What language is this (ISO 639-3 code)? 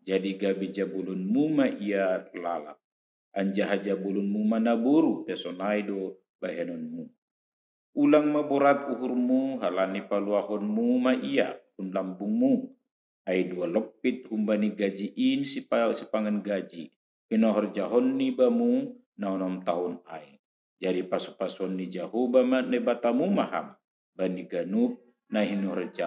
bts